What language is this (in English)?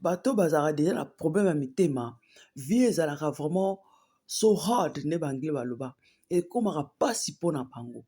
Lingala